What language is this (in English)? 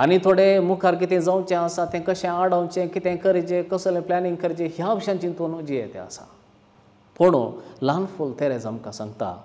Konkani